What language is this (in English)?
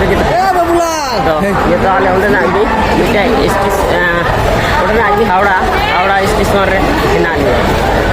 Santali